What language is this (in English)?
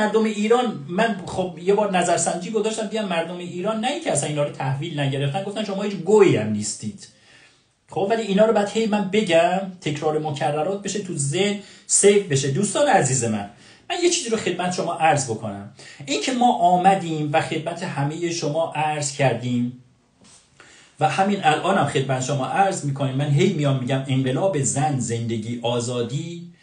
Persian